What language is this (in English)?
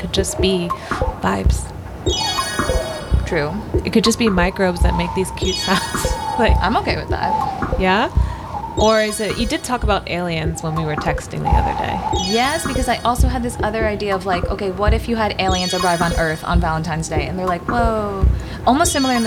English